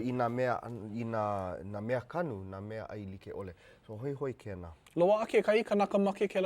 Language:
Hawaiian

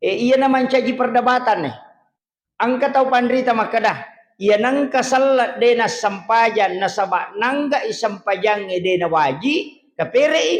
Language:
Buginese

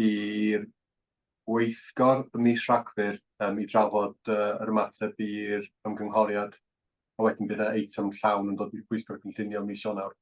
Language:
Welsh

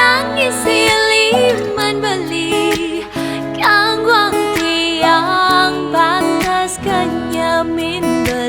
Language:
Balinese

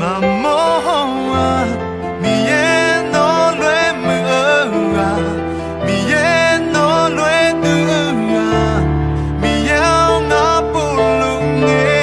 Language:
Akha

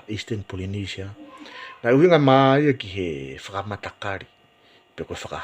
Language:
Tongan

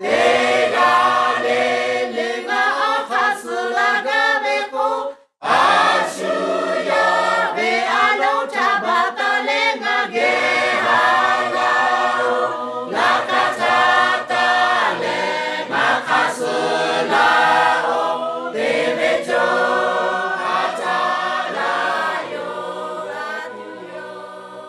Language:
Lahu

